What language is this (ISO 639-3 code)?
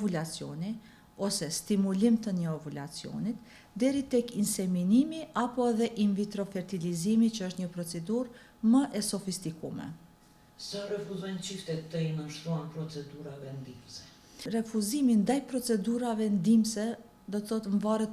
sqi